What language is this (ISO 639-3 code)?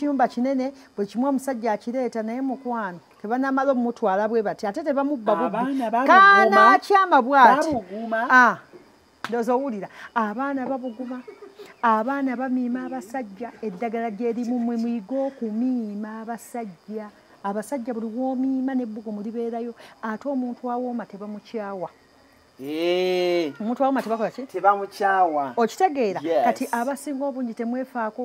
lug